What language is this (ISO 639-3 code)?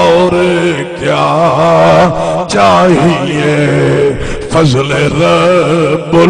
skr